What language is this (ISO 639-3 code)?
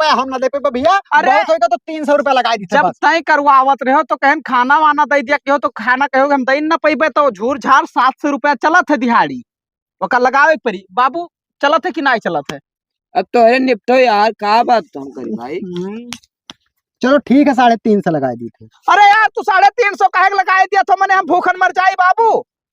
awa